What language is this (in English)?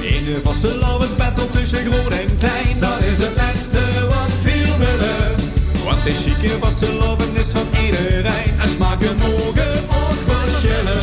Limburgish